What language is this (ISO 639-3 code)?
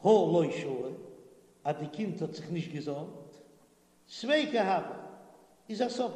yid